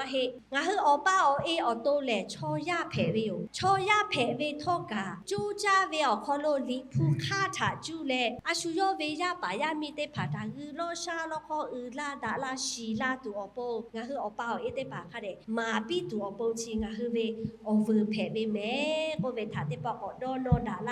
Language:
Lahu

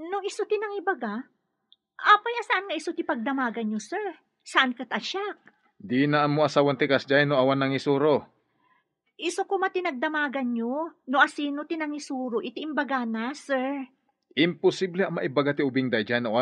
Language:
Iloko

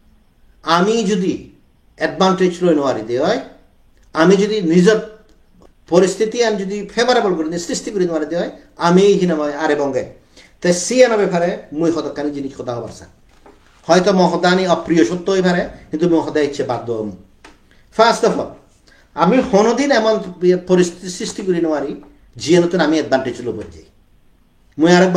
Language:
Chakma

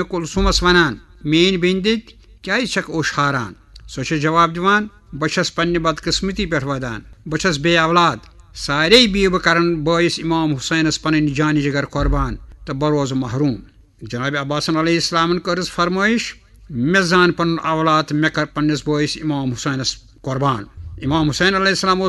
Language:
Kashmiri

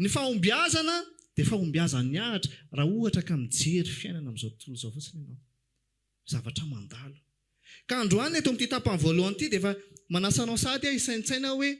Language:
Malagasy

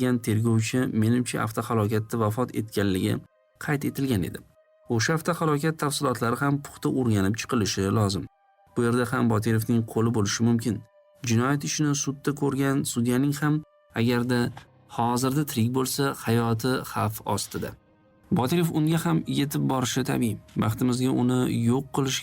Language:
Uzbek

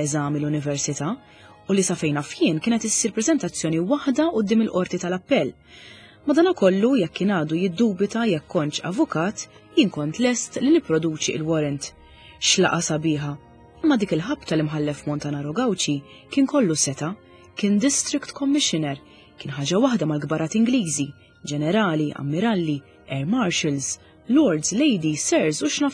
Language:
Maltese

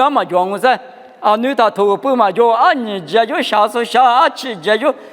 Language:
Lisu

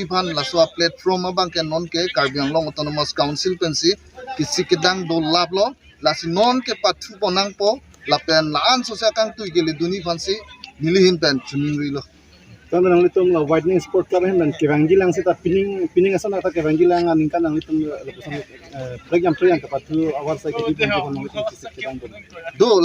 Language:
Karbi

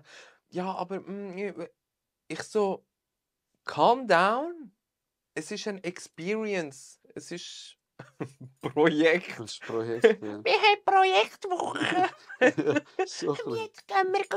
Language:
Swiss German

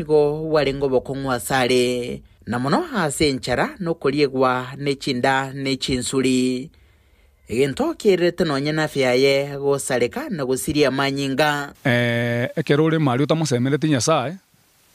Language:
Gusii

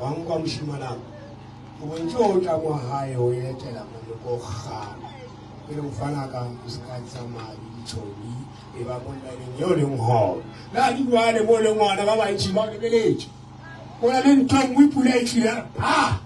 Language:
Northern Sotho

